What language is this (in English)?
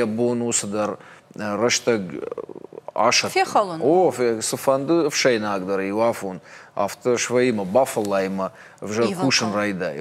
Ossetic